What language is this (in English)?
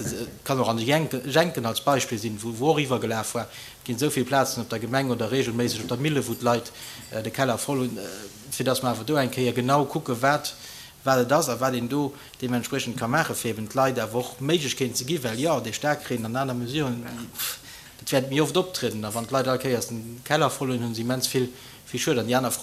Luxembourgish